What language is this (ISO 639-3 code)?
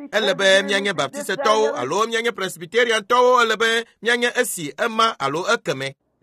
ewe